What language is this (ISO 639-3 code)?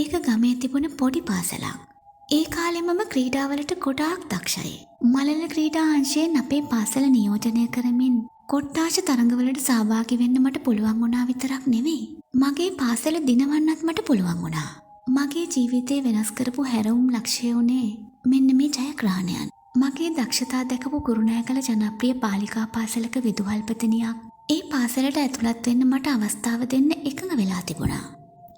sin